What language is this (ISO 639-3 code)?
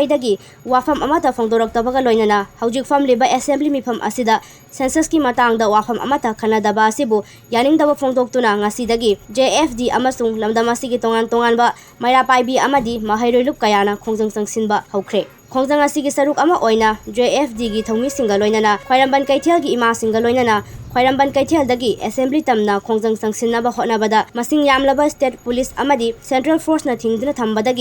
mni